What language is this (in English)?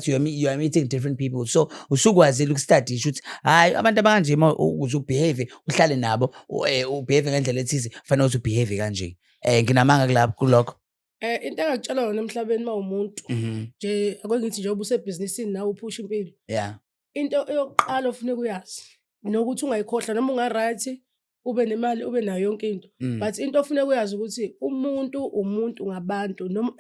Zulu